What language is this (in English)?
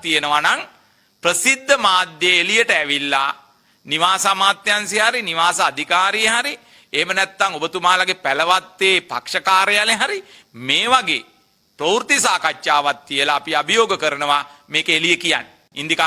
Sinhala